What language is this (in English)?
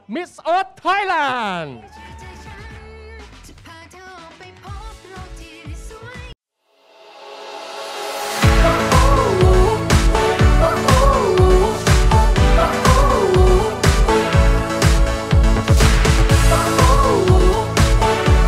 Thai